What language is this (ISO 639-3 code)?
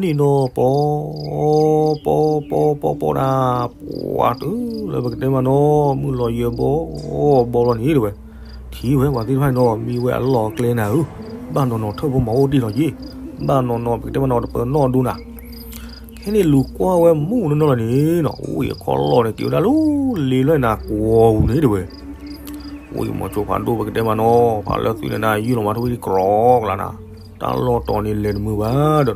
ksw